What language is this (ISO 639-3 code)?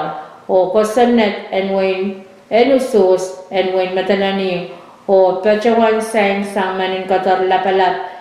pon